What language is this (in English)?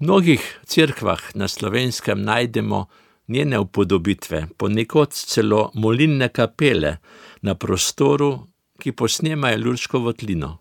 Slovenian